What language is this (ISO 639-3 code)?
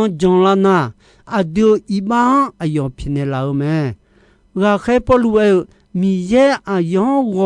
ahk